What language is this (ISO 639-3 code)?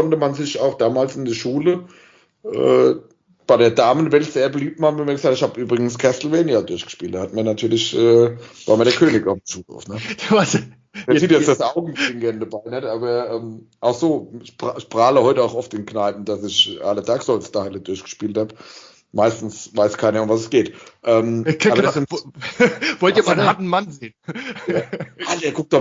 deu